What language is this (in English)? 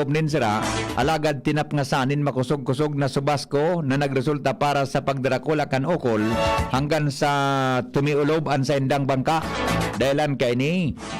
Bikol